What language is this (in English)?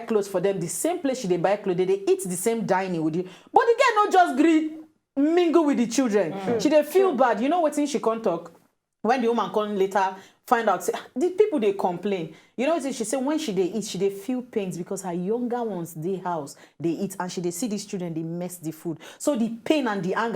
Nigerian Pidgin